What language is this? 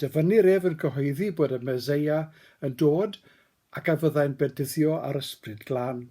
Welsh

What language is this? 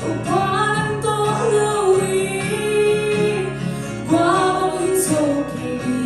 Tedim Chin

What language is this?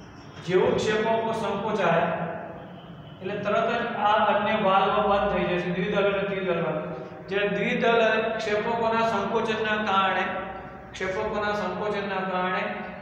Gujarati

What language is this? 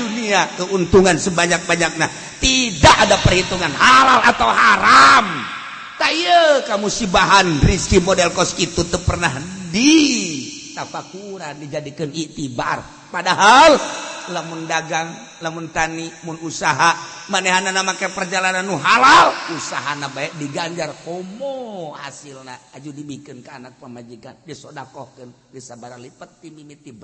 Sundanese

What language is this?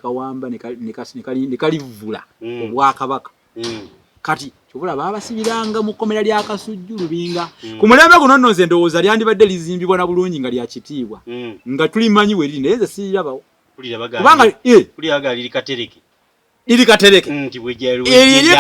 Ganda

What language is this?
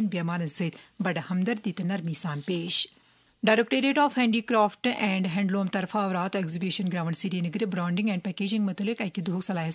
Kashmiri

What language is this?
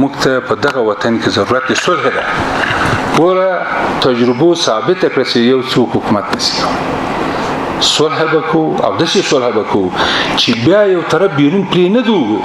Pashto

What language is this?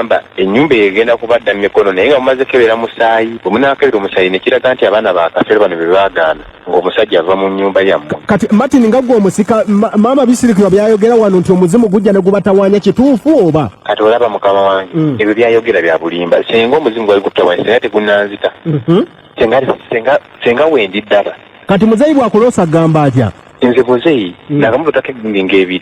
Ganda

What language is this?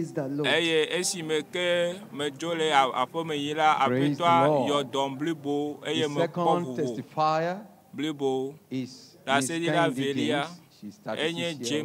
Ewe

